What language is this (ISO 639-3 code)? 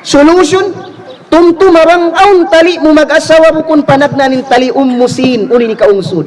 tsg